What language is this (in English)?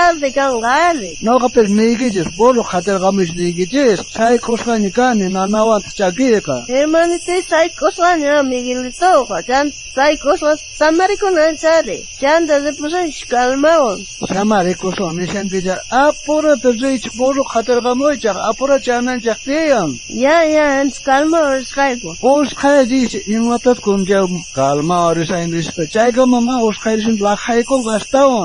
South Bolivian Quechua